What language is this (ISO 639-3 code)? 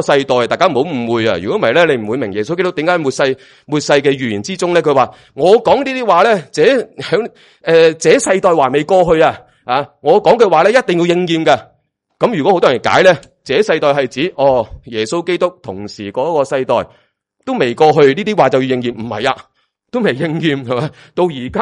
yue